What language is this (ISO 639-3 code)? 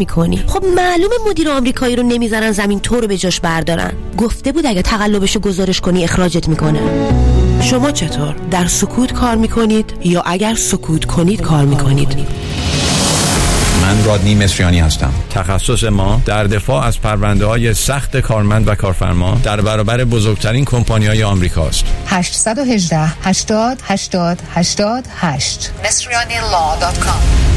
fas